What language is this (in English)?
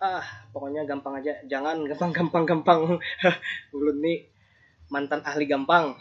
Banjar